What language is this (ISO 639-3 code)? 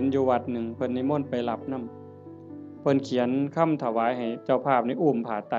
tts